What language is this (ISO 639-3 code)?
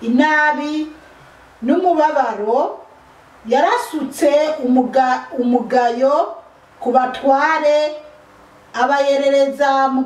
run